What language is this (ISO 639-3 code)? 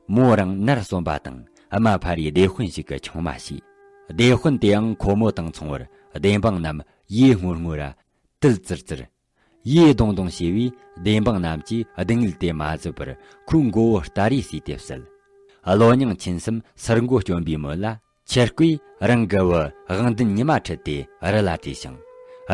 bod